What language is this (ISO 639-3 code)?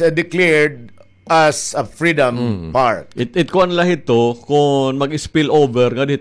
war